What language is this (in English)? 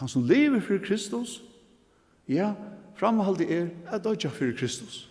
Faroese